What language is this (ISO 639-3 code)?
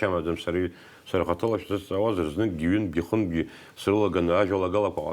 abk